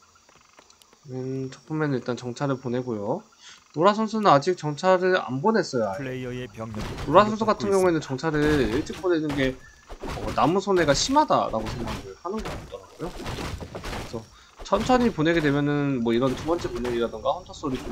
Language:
Korean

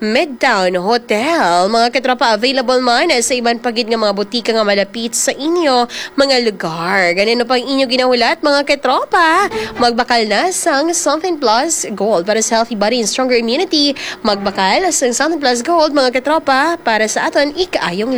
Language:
Hiligaynon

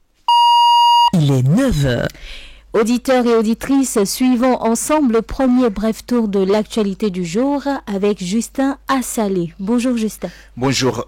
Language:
French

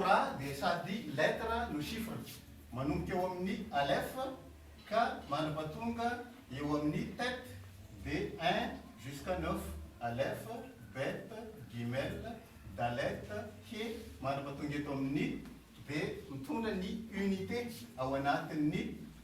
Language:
Malagasy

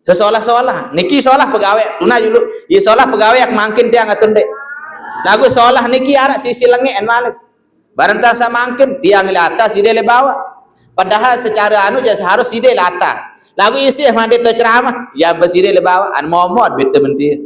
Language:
Sasak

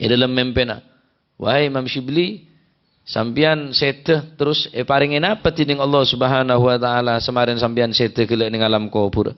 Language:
Madurese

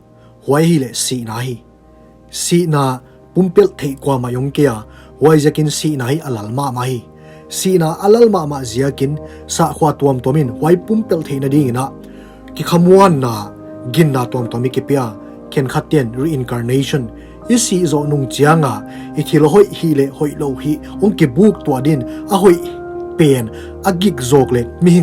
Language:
Paite Chin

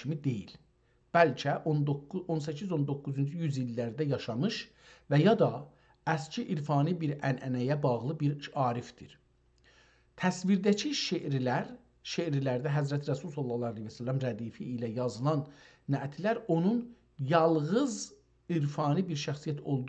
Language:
South Azerbaijani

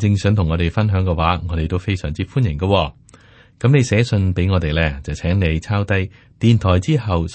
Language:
Cantonese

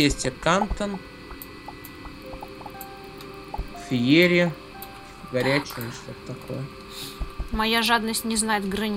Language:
Russian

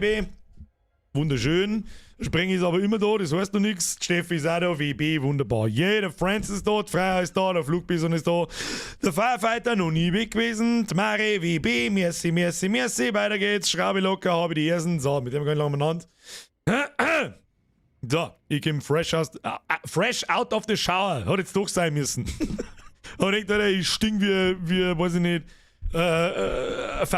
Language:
Bavarian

